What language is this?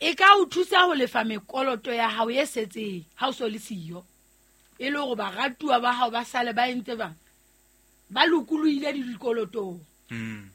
Southern Sotho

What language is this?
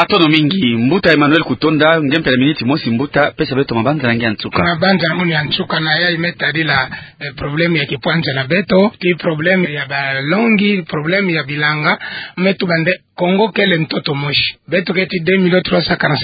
Kituba (Democratic Republic of Congo)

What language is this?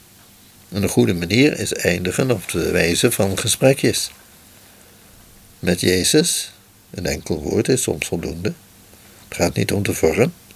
Dutch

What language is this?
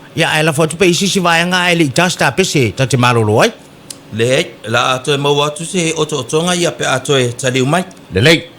Samoan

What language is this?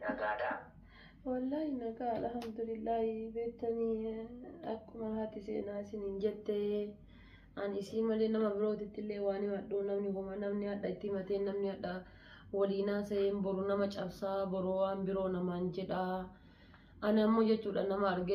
Oromo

